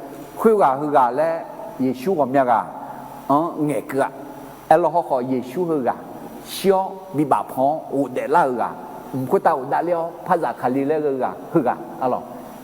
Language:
Akha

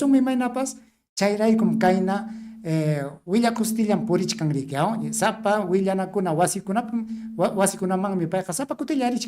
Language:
Ayacucho Quechua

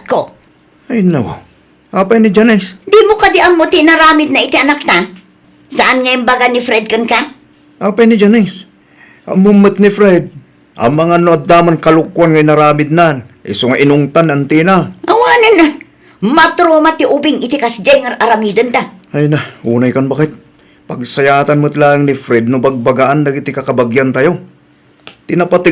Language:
Iloko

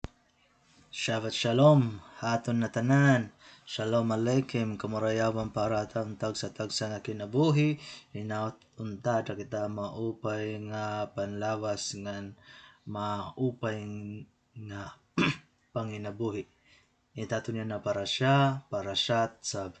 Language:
Waray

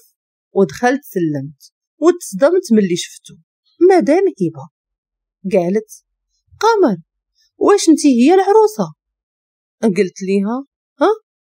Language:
Moroccan Arabic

